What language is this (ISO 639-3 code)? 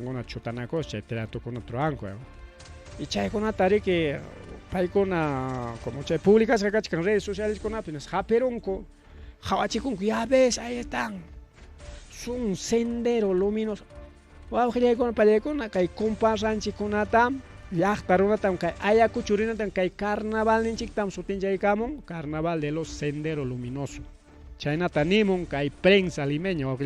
quy